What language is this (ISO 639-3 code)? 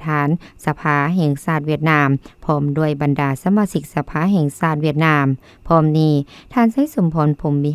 lao